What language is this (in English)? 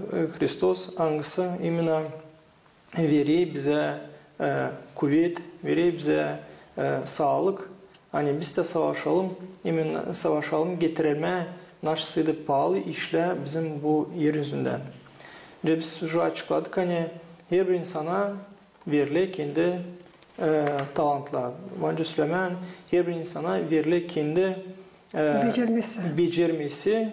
Gagauz